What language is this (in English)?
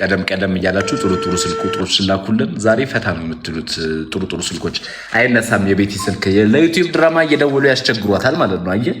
Amharic